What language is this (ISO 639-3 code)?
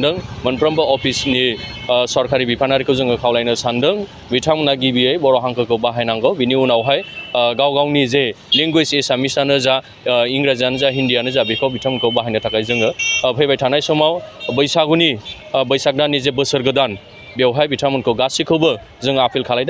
brx